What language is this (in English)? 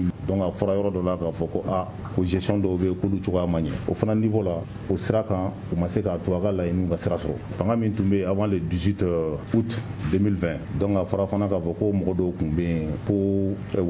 Bambara